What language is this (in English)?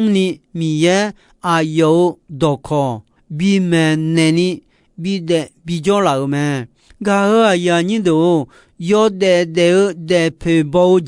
Akha